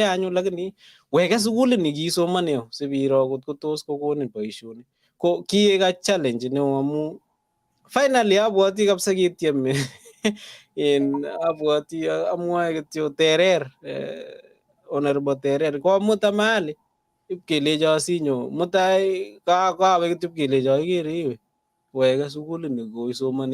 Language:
Kalenjin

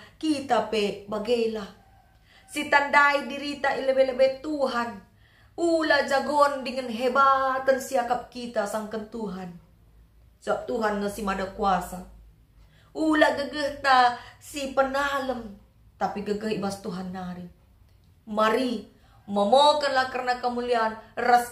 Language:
Batak Karo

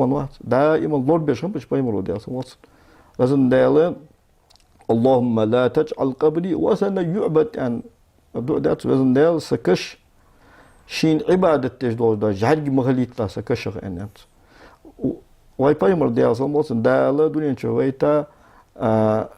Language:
Ingush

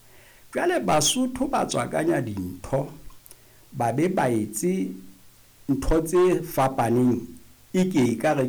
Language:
Southern Sotho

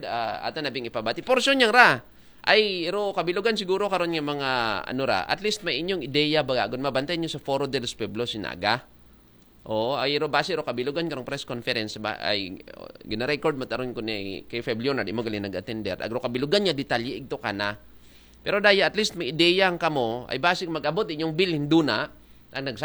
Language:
Aklanon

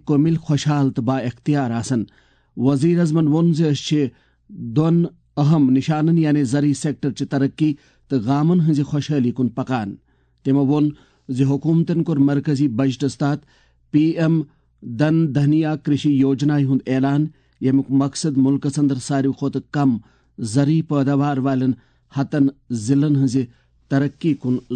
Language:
Kashmiri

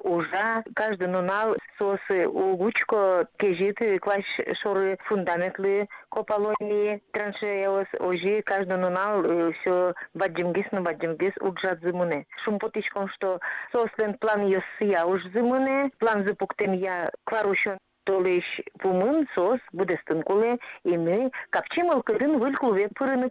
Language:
Udmurt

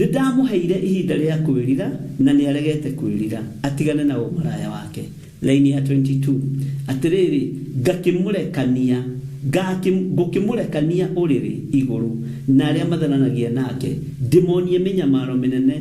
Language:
Kikuyu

